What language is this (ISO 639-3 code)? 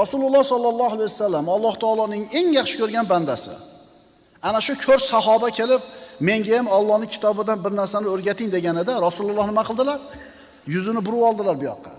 uzb